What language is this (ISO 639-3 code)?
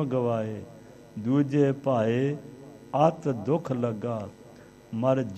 pan